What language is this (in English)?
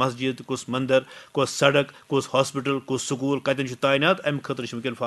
Kashmiri